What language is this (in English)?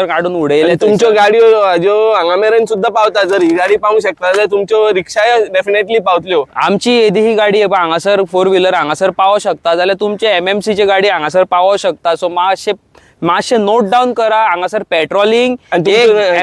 Konkani